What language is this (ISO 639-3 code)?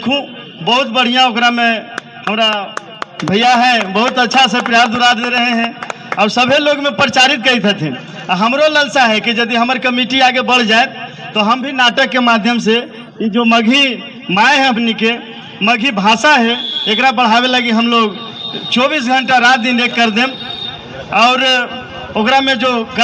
mag